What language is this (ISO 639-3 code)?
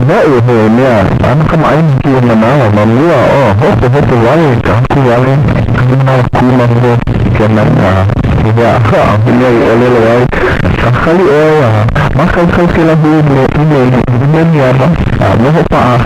haw